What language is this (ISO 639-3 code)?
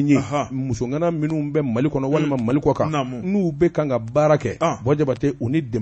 bam